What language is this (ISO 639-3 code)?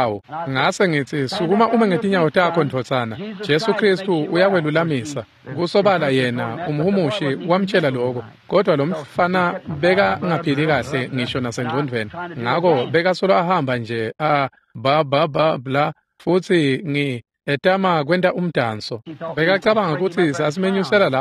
ssw